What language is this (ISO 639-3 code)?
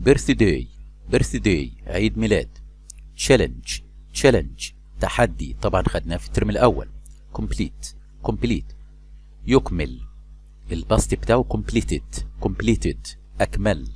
arz